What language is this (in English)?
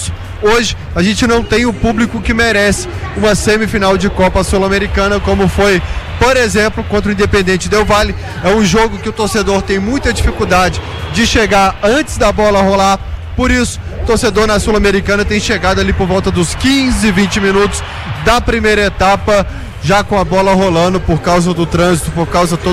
Portuguese